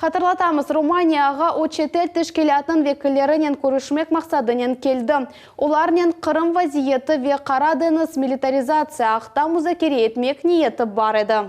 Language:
Crimean Tatar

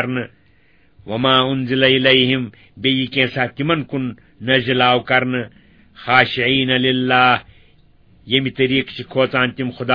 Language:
Kashmiri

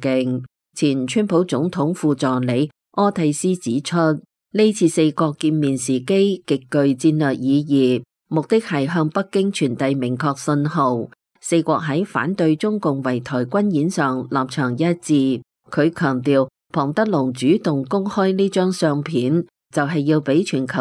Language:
Cantonese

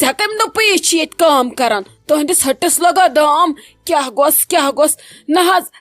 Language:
Kashmiri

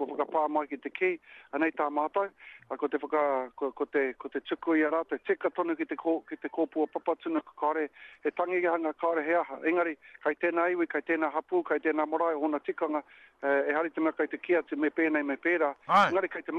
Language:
Māori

